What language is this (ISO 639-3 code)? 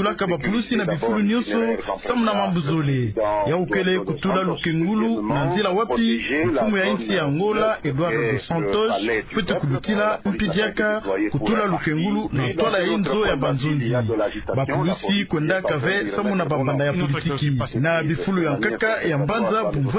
ktu